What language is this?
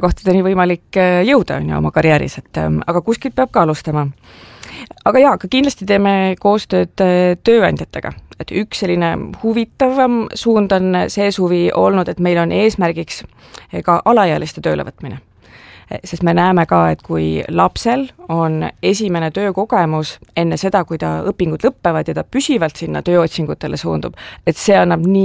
Estonian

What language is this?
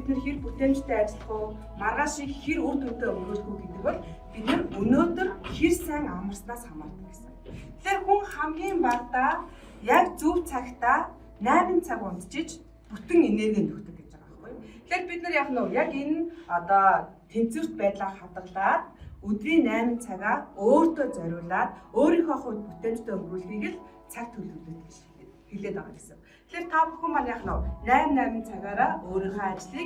Mongolian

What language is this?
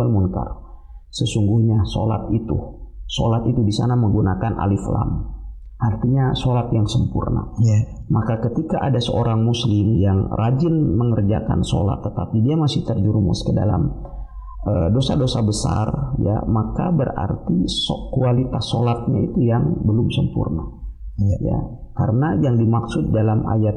Indonesian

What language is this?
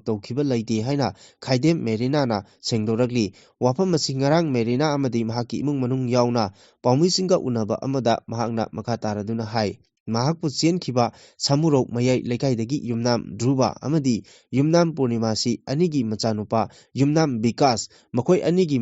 Manipuri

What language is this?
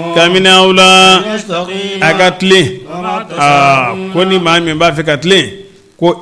Bambara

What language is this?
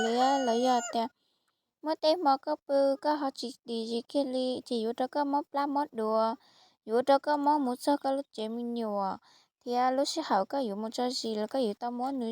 Hmong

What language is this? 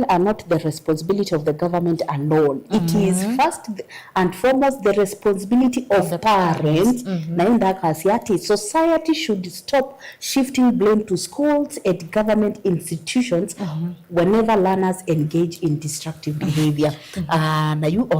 Kamba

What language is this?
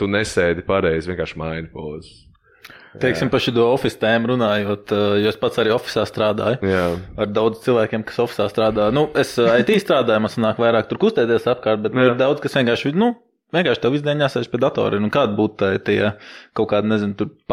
Latvian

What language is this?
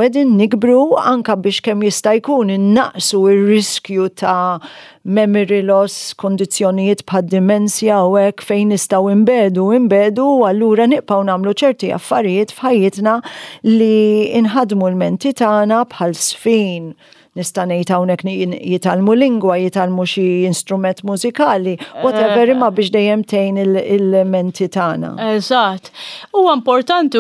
Maltese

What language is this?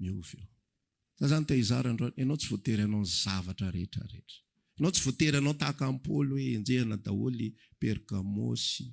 Malagasy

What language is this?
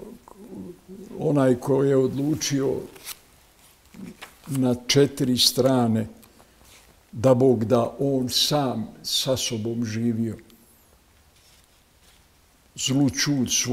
Bosnian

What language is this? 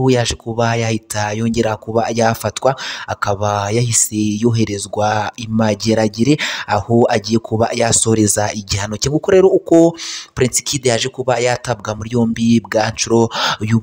Kinyarwanda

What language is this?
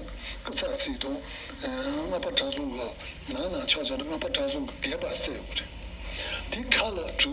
Tibetan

